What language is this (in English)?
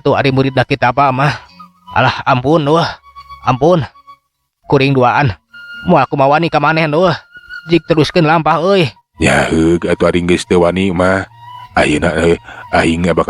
Sundanese